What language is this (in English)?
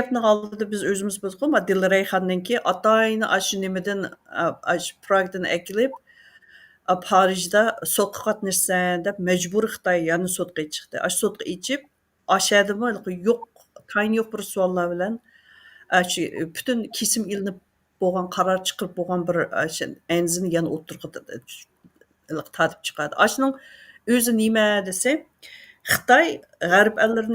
Uyghur